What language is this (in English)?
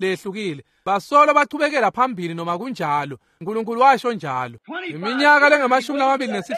Swati